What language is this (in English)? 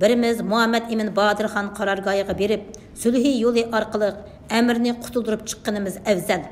Uyghur